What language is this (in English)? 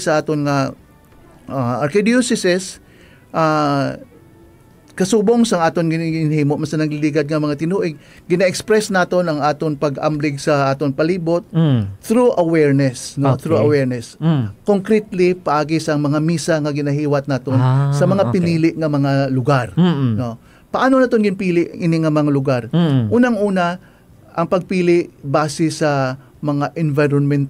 Hiligaynon